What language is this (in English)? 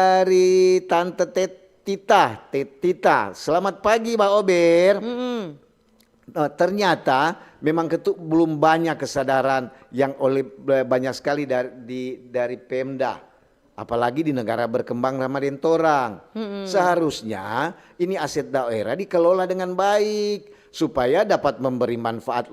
Manado Malay